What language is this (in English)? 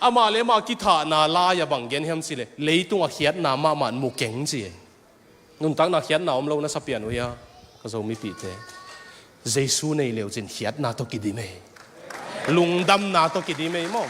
Tedim Chin